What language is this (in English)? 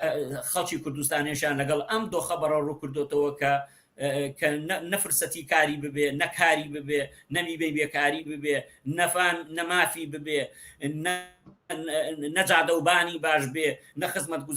Central Kurdish